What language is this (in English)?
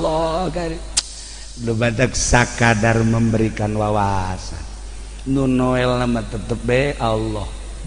Sundanese